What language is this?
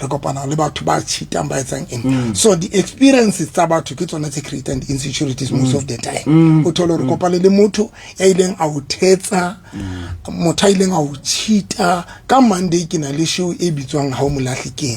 Southern Sotho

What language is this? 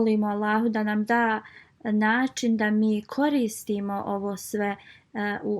Bosnian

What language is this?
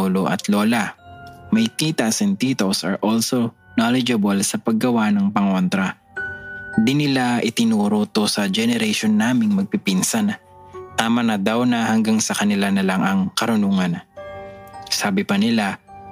Filipino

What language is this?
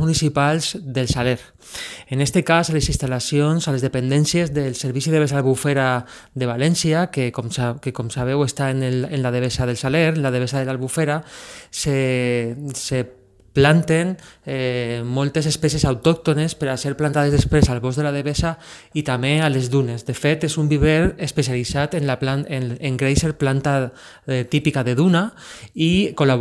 Catalan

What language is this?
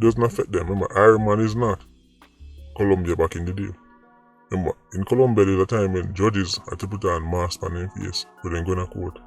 Jamaican Creole English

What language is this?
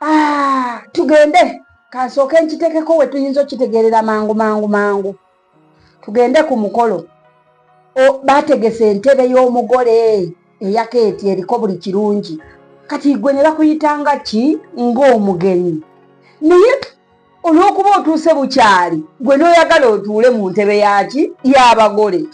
Ganda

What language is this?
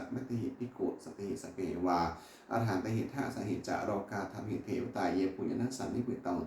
Pali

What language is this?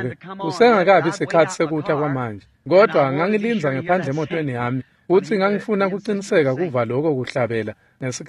Swati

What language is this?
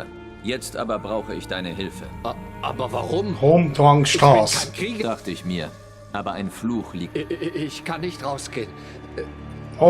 Swiss German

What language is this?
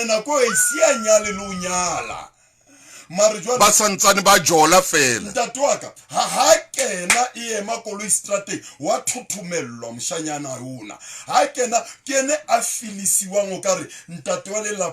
Southern Sotho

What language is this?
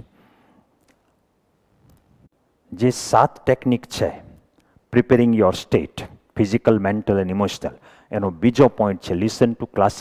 Gujarati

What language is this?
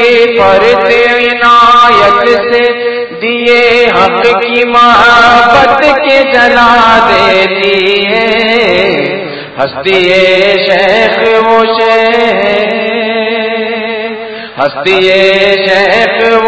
Urdu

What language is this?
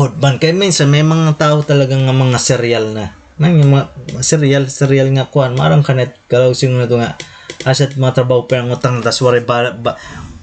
Waray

